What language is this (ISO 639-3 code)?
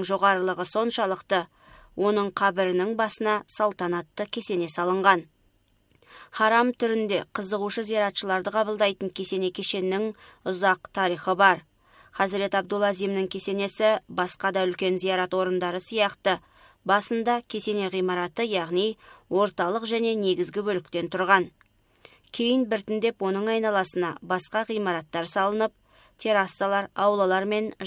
kaz